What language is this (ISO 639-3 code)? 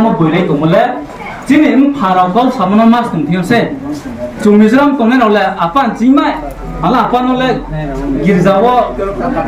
ria